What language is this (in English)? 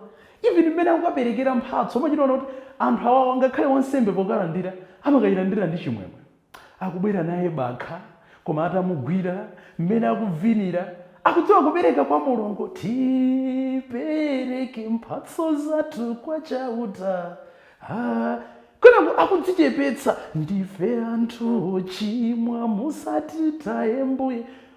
Nyanja